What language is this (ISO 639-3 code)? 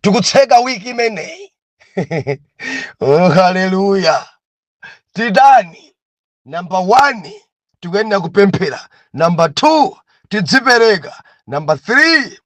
nya